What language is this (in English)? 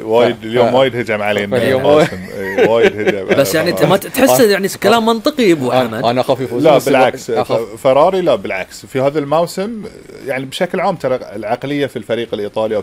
Gulf Arabic